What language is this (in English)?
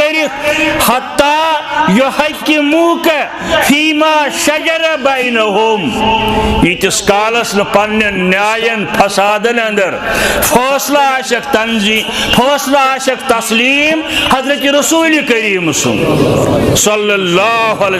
Kashmiri